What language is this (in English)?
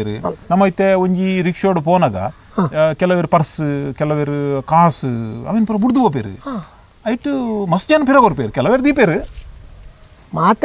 Tulu